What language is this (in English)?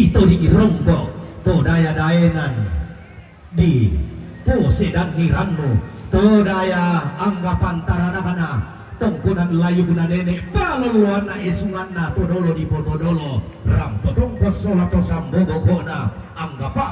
Toraja-Sa'dan